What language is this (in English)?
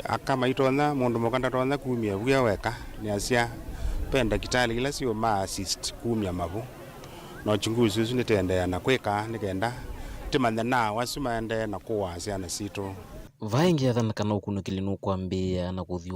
Kamba